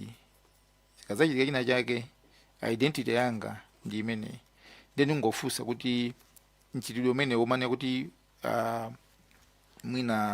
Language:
Nyanja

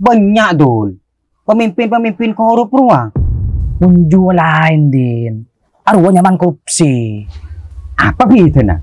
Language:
Madurese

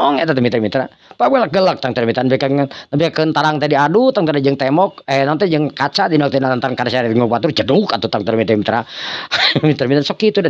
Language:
Sundanese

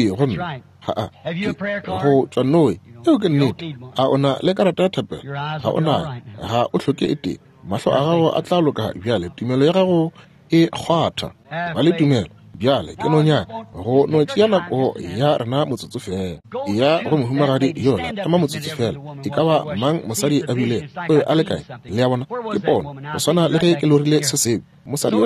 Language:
Northern Sotho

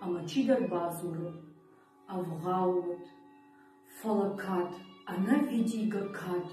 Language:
Ossetic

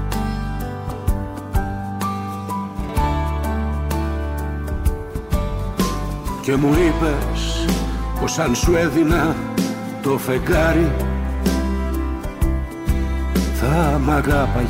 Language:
Greek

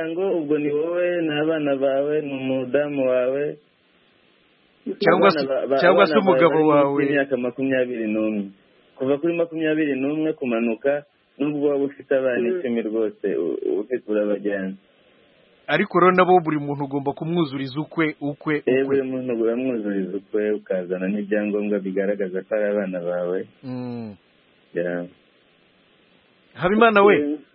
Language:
Kinyarwanda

